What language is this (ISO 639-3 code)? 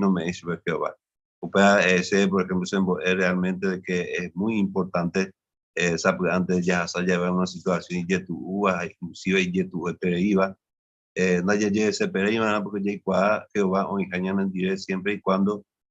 grn